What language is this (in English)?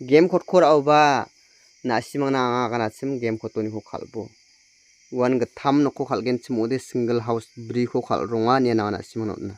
Garo